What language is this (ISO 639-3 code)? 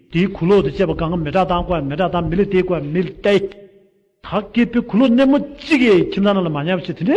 bod